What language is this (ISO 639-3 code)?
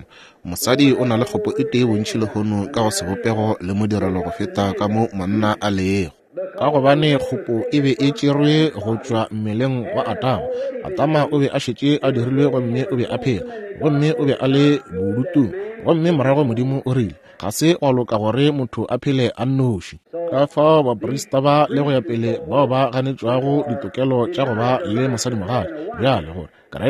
nso